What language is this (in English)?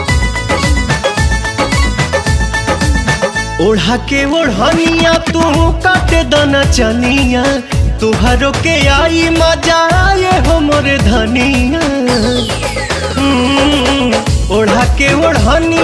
Bhojpuri